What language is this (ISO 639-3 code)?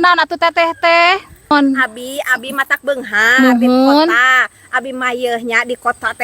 sun